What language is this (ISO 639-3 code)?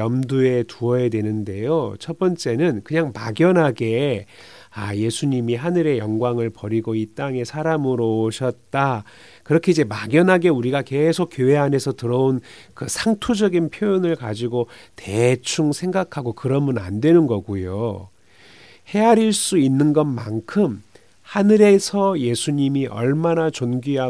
kor